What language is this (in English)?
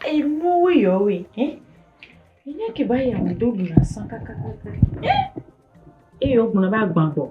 Ewe